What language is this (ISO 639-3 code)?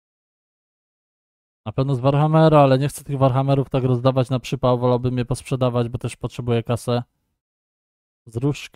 pol